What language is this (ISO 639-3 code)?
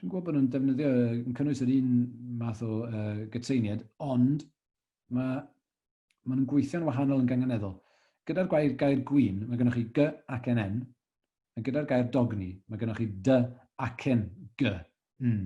cym